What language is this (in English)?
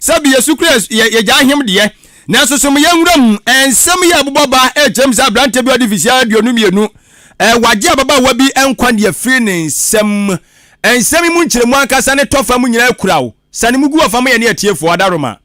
Akan